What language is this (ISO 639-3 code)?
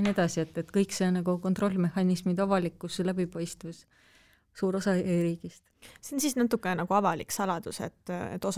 est